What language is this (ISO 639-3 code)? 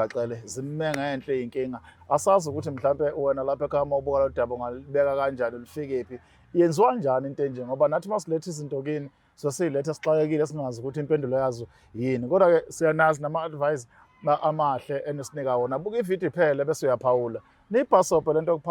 zul